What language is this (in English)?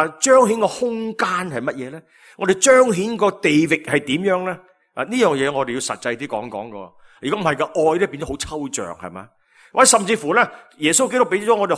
Cantonese